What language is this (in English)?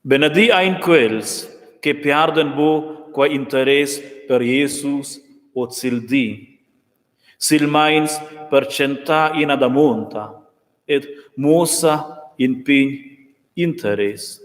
Romansh